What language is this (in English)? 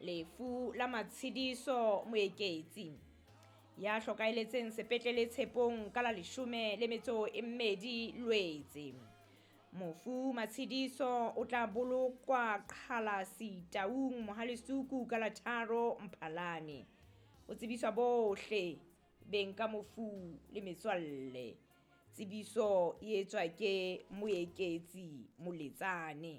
Southern Sotho